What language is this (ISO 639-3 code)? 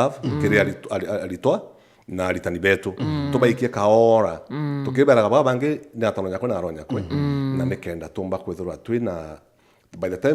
mer